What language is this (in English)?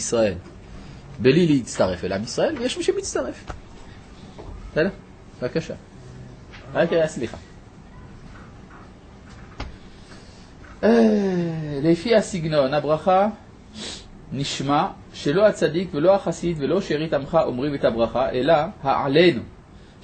Hebrew